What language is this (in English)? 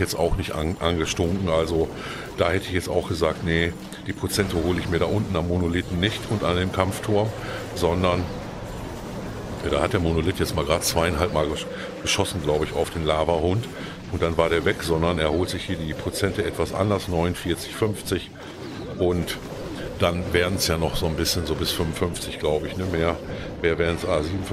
German